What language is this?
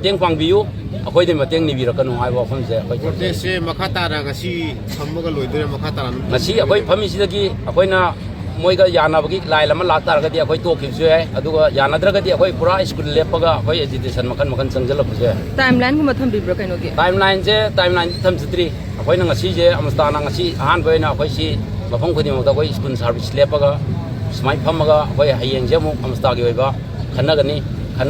Manipuri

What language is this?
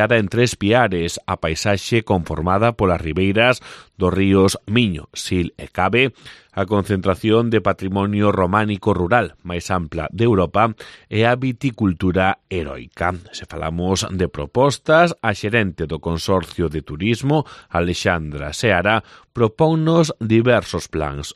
Galician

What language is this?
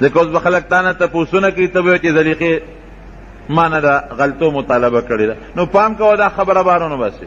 Pashto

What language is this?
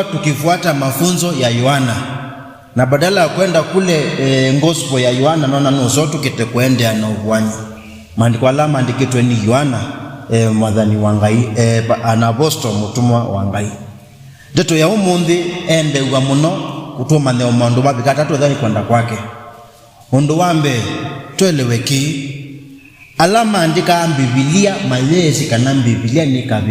Kamba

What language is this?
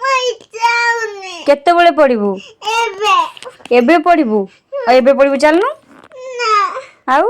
Odia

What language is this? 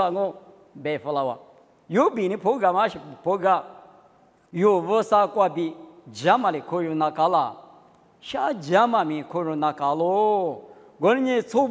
Lisu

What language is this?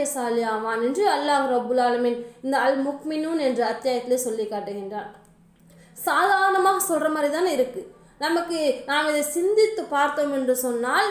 Tamil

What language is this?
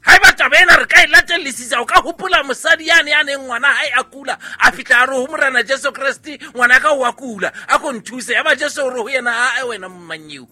Southern Sotho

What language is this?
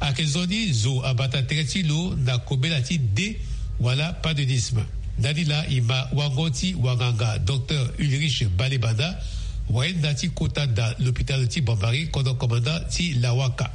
Sango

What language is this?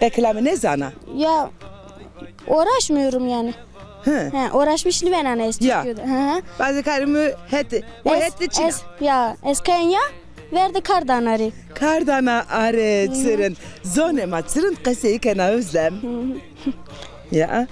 Zaza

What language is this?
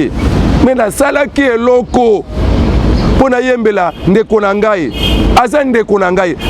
Lingala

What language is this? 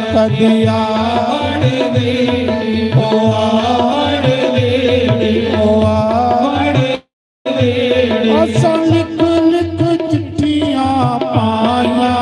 Dogri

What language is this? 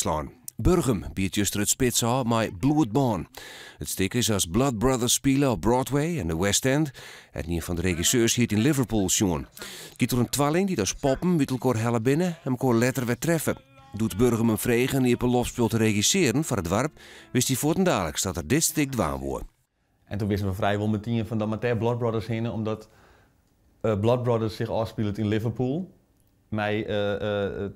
Western Frisian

